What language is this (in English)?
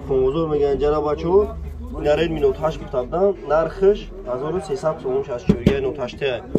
Tajik